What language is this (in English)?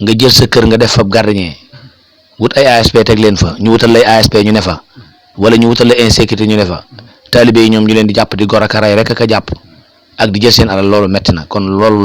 Wolof